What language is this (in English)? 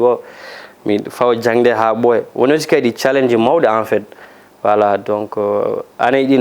Fula